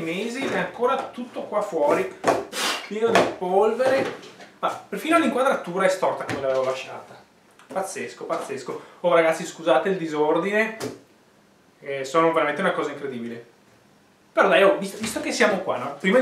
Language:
Italian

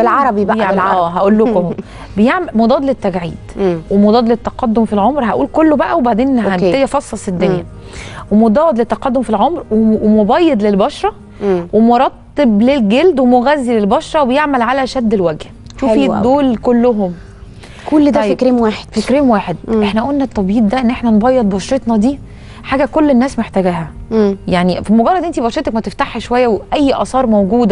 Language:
Egyptian Arabic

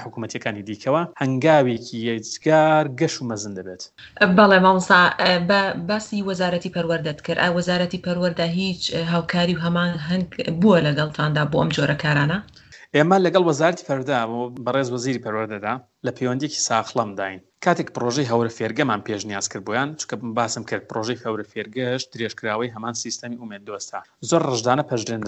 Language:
Central Kurdish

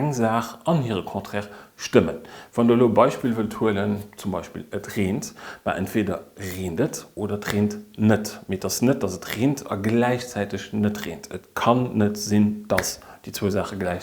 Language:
Luxembourgish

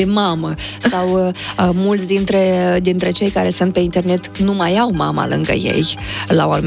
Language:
Romanian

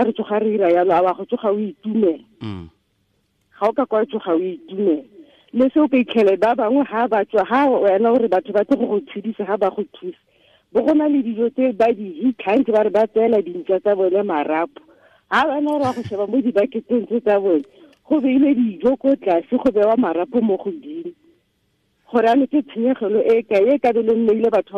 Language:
Tswana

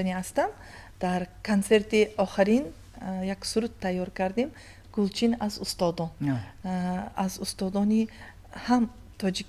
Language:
Tajik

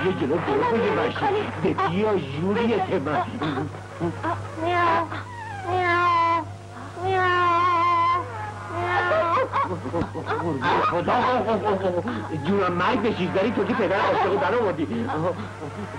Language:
Persian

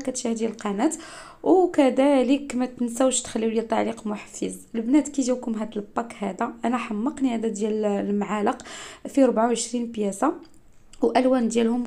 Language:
Moroccan Arabic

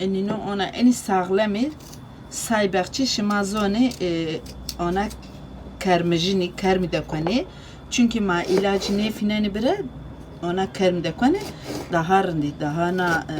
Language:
Zaza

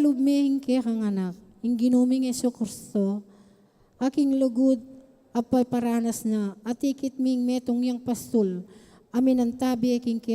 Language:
Pampanga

